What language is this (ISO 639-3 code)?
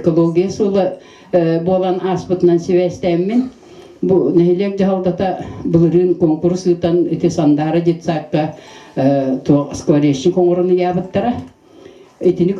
sah